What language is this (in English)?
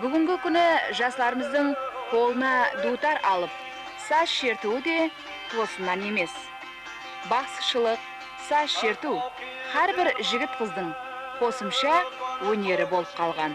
Kara-Kalpak